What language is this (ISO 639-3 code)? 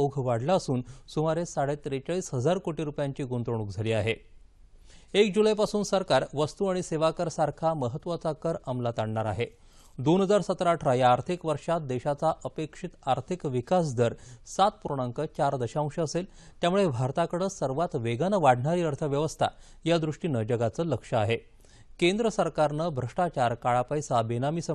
mar